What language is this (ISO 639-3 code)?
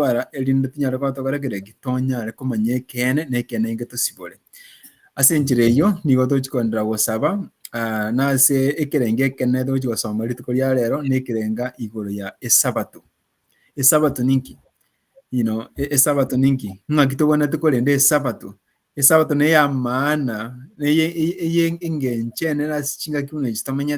guz